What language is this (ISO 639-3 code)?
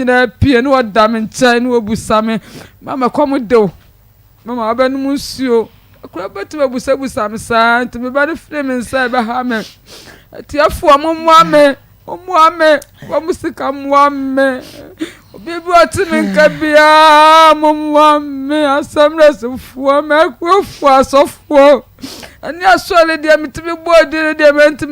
aka